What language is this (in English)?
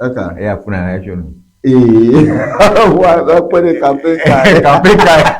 Ewe